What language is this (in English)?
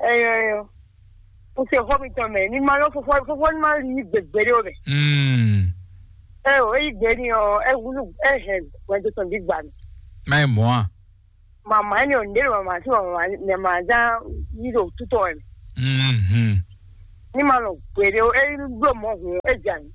Fon